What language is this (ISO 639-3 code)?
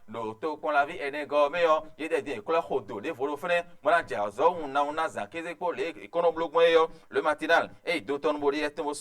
fon